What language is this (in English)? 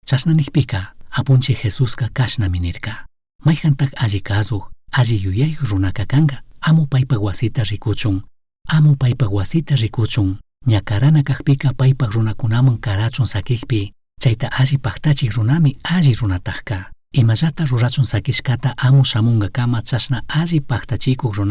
Chimborazo Highland Quichua